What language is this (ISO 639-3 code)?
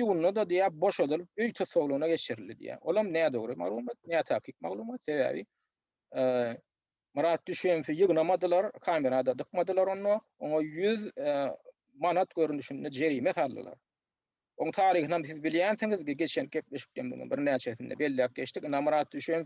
tuk